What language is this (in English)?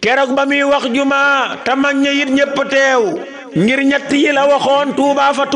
Wolof